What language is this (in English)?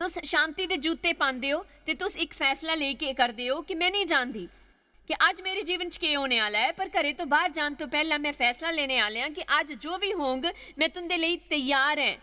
Dogri